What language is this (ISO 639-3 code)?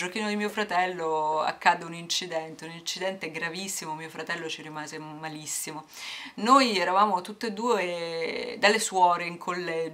ita